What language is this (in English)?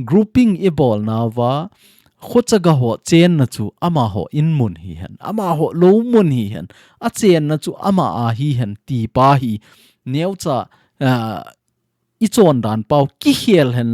Thado Chin